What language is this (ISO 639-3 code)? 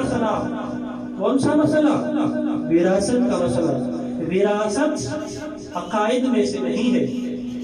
urd